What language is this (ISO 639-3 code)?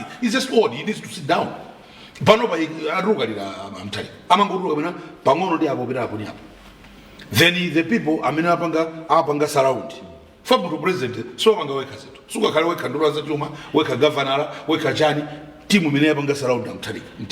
nya